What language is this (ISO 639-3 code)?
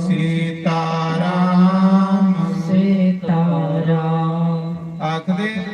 doi